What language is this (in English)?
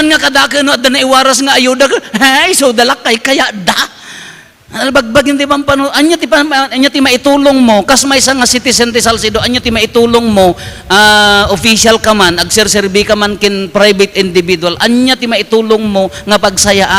Iloko